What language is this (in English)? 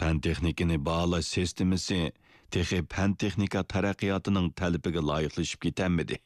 Uyghur